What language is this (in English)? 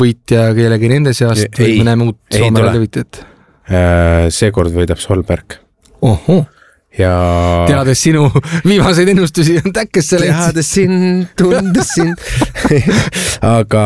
Estonian